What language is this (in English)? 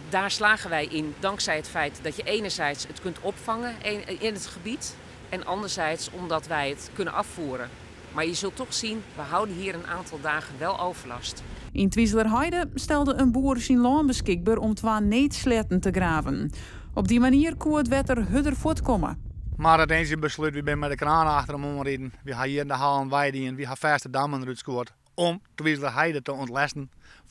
Western Frisian